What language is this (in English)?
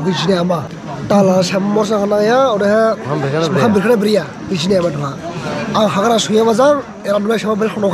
Dimasa